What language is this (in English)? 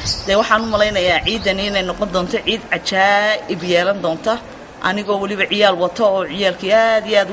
Somali